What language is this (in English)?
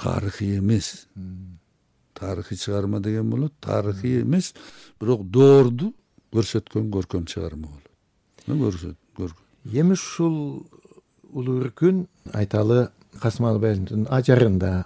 Kyrgyz